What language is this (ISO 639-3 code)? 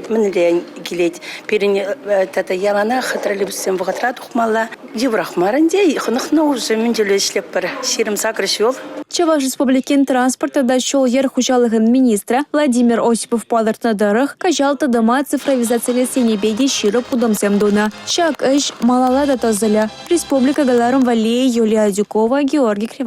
chv